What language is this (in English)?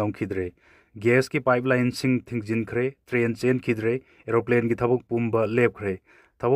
Manipuri